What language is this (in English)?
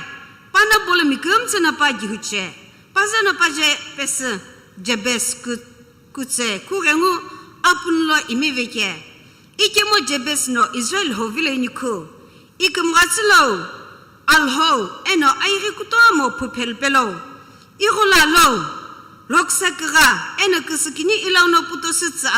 Sumi Naga